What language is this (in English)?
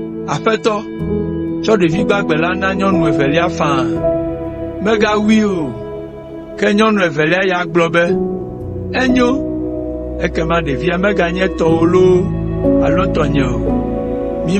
Ewe